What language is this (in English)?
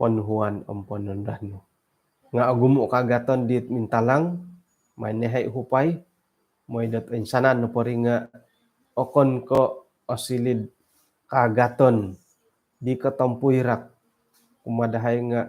Central Dusun